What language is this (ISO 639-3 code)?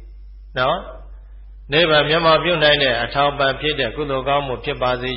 mya